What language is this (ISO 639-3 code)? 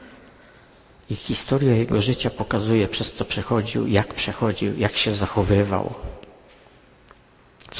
pol